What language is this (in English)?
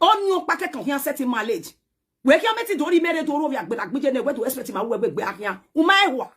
Nigerian Pidgin